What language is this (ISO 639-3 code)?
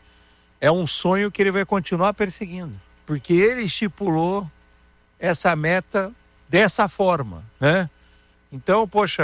por